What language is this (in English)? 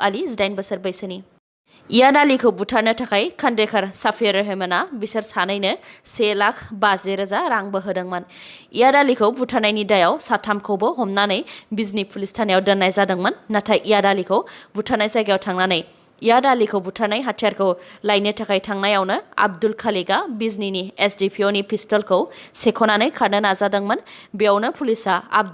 Bodo